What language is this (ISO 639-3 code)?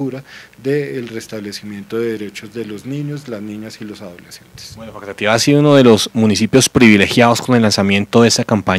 spa